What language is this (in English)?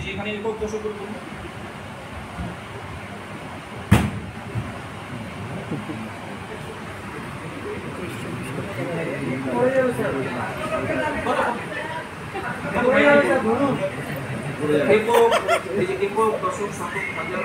Bangla